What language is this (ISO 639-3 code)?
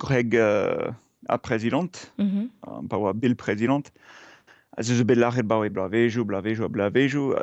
bre